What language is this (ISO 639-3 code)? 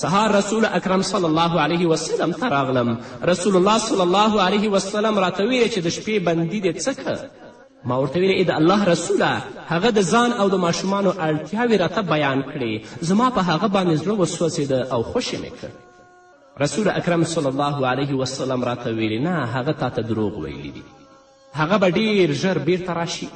pus